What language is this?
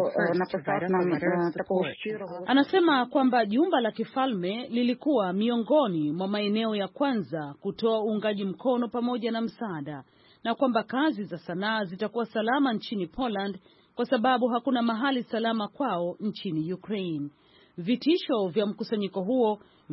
Swahili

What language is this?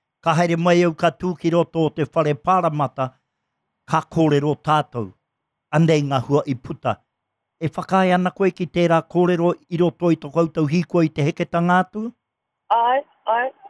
Māori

